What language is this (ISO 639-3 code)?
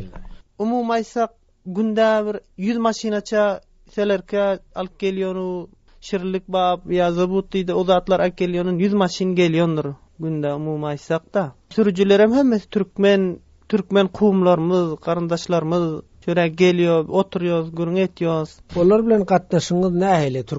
tuk